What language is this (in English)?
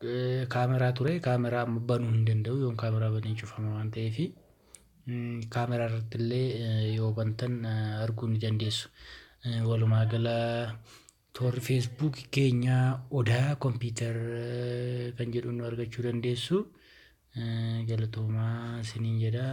Oromo